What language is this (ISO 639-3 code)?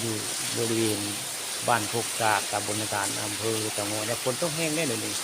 tts